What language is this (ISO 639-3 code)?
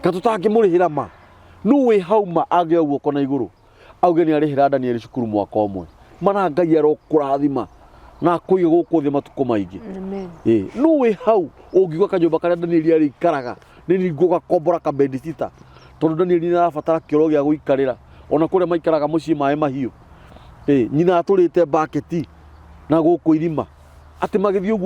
kik